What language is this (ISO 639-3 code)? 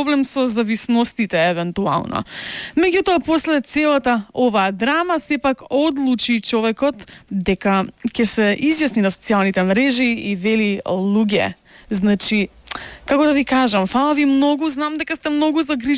mkd